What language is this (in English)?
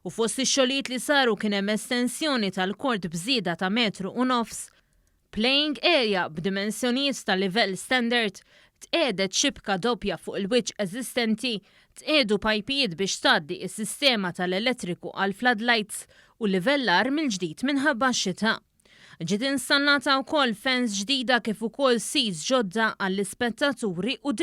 Maltese